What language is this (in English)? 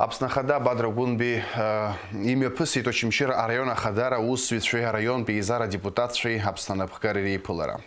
Abkhazian